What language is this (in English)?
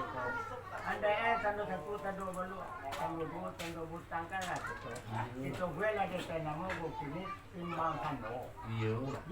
Minangkabau